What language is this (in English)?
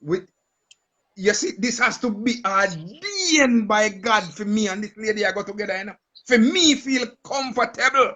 Jamaican Creole English